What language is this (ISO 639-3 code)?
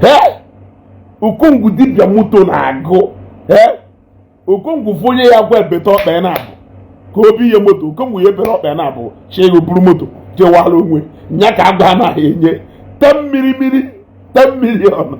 ibo